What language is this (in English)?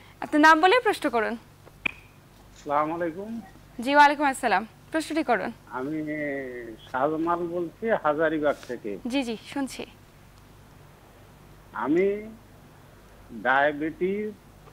Bangla